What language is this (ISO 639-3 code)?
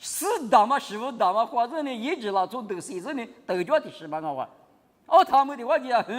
lis